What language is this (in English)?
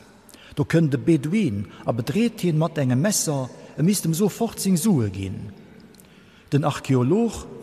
Luxembourgish